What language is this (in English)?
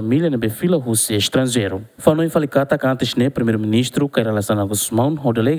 Tetum